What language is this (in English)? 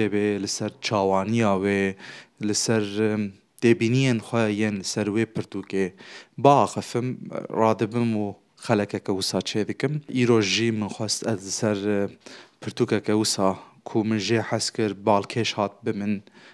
Kurdish